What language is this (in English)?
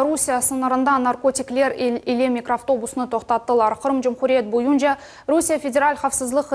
Crimean Tatar